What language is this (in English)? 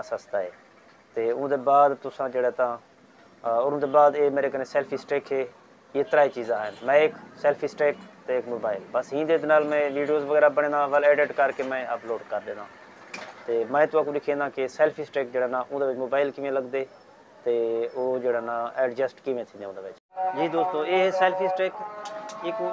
Saraiki